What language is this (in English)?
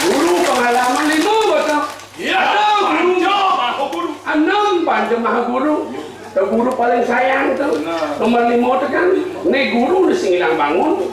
Balinese